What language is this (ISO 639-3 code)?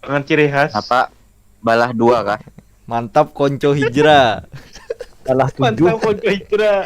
bjn